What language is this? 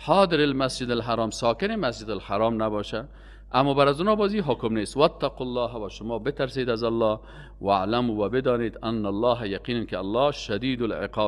Persian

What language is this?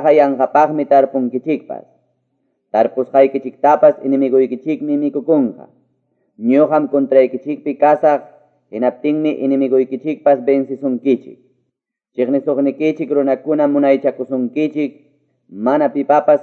Quechua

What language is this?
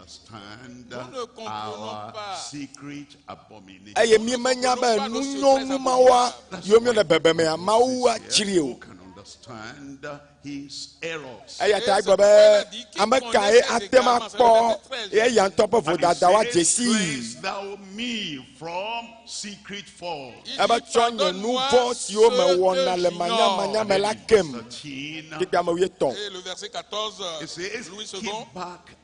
Ewe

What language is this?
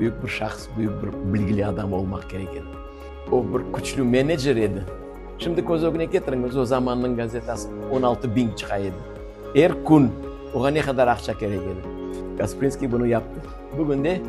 Crimean Tatar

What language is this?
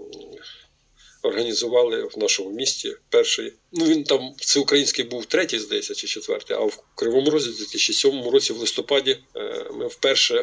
Ukrainian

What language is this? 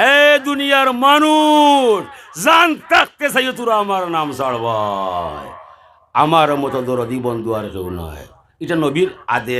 Sylheti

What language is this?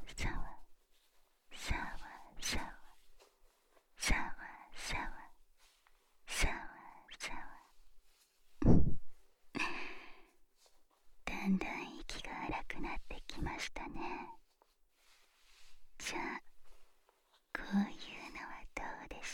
Japanese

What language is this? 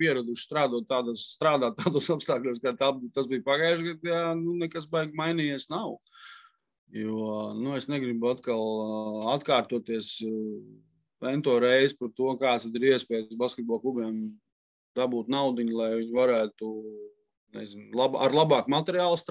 Latvian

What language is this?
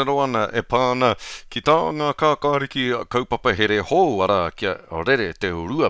Māori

